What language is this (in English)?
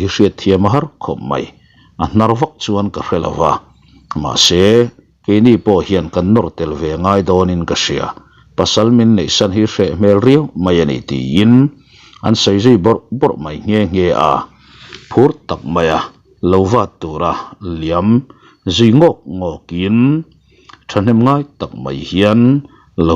Mizo